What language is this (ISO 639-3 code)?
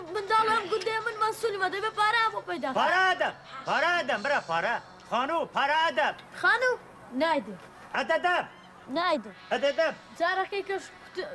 kur